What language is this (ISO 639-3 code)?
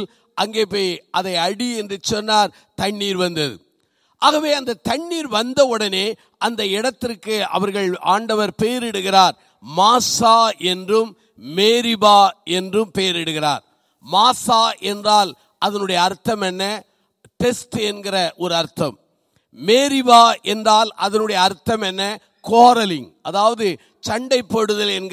tam